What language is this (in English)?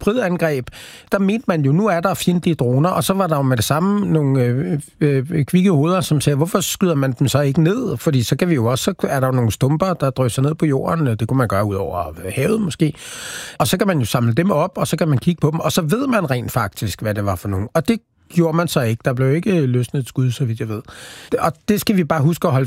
Danish